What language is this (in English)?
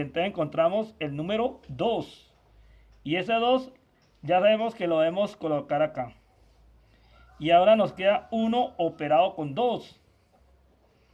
Spanish